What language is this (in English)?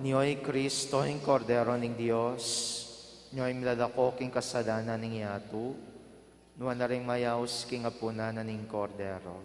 Pampanga